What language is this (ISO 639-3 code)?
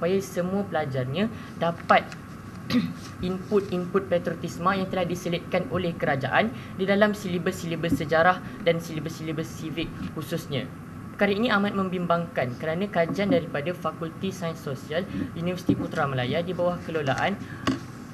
msa